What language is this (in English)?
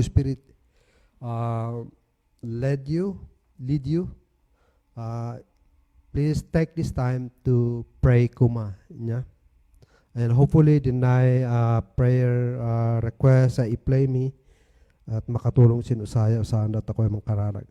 Kankanaey